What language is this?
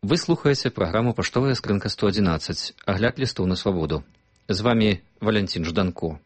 Belarusian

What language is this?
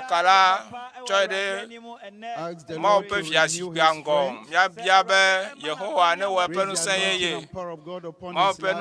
Ewe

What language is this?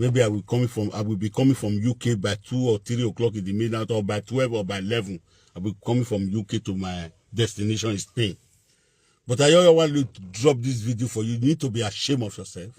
Nigerian Pidgin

